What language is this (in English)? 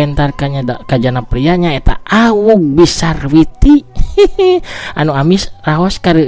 Sundanese